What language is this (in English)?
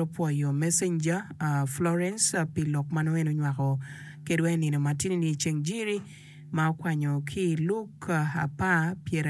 Acoli